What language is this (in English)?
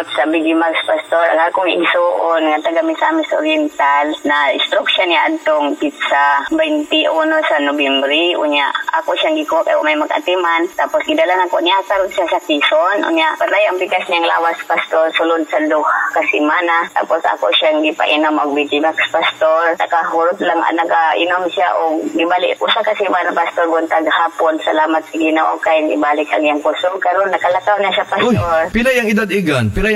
Cebuano